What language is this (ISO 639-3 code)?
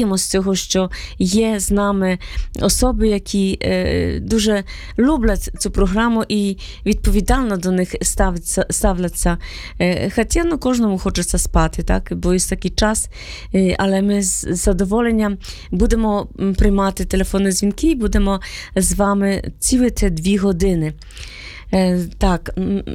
ukr